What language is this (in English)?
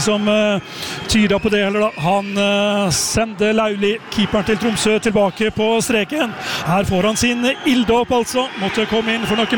Norwegian